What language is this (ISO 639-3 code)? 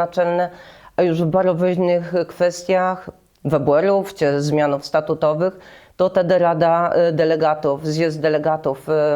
csb